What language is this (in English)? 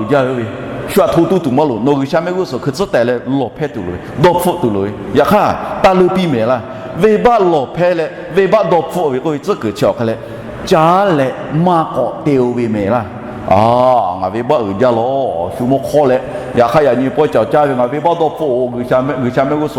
Lahu